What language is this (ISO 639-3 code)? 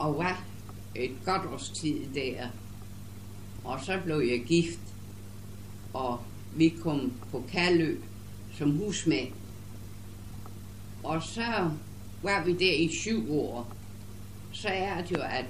dan